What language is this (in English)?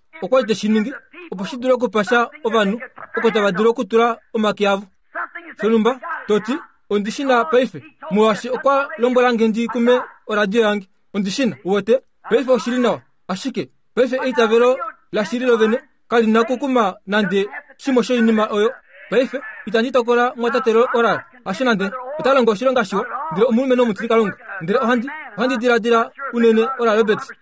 Kuanyama